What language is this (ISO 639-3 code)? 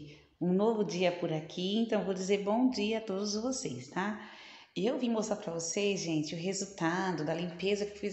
por